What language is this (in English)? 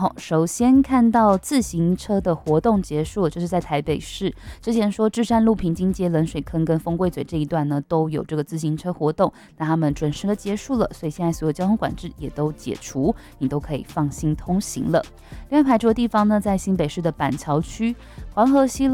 Chinese